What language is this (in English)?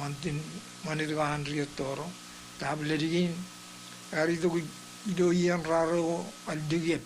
Marshallese